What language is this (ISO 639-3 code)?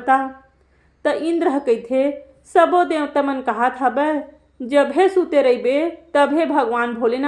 hne